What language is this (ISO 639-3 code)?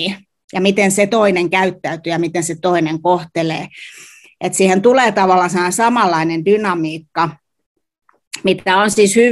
fin